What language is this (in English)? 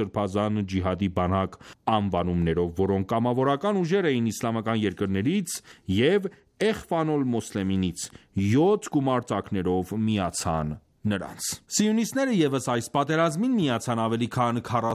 Armenian